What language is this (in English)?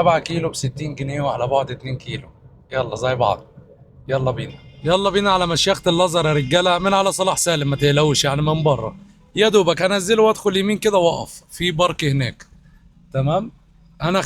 Egyptian Arabic